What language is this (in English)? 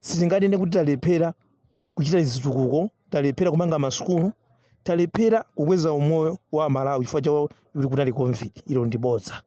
Nyanja